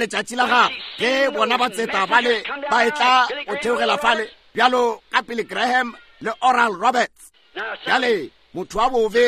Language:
Northern Sotho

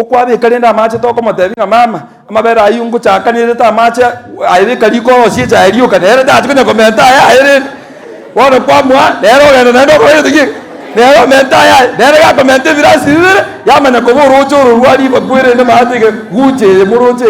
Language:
Gusii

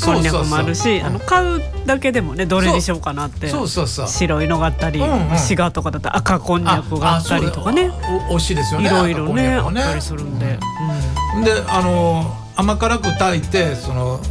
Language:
Japanese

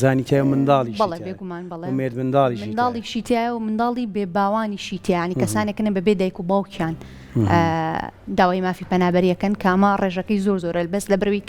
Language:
Central Kurdish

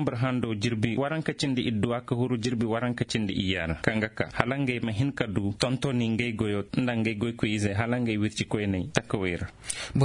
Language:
Koyraboro Senni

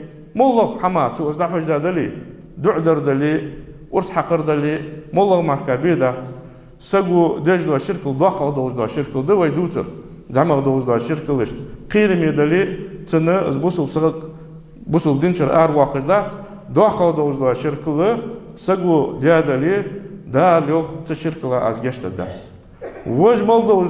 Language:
Ingush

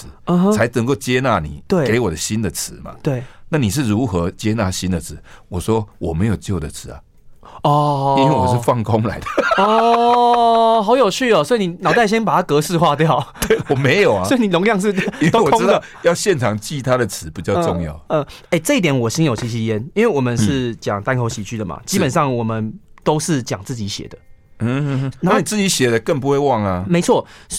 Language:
Chinese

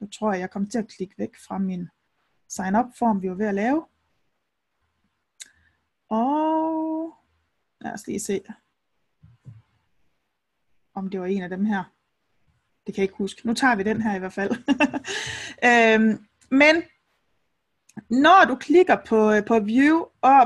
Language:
Danish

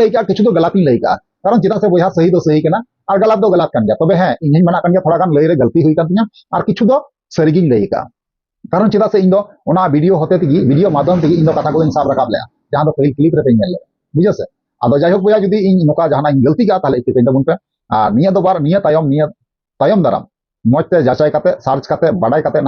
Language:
Santali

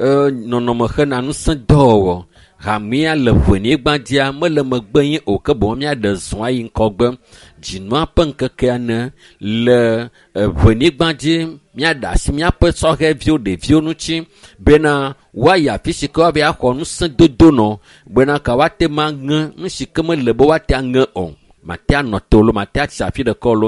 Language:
Ewe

